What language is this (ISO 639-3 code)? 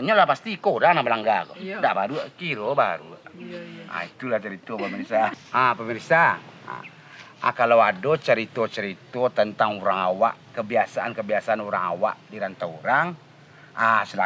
min